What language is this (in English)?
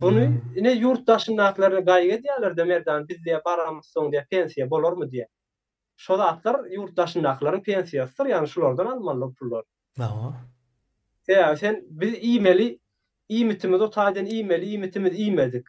Turkmen